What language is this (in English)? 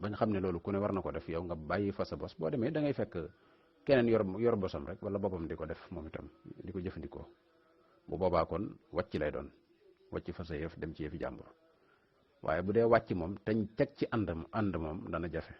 Wolof